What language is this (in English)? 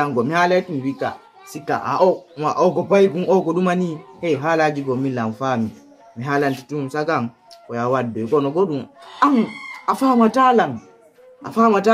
Fula